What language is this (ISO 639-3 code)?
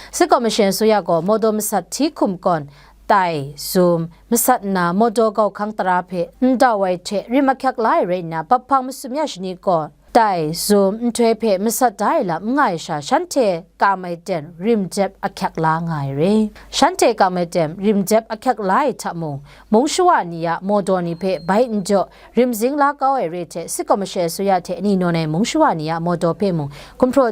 kac